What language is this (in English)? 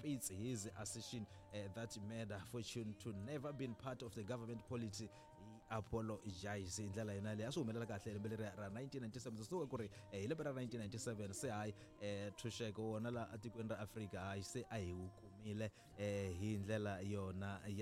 Tsonga